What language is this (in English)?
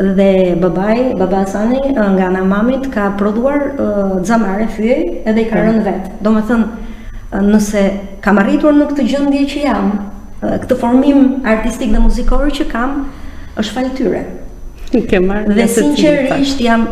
Albanian